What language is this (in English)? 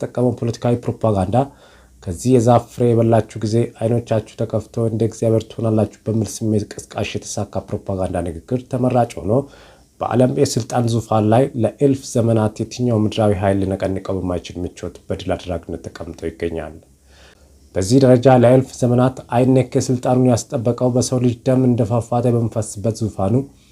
Amharic